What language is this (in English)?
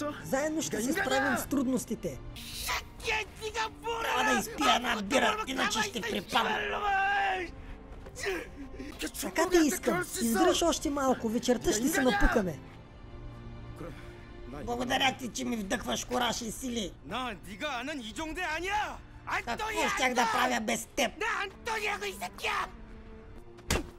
Bulgarian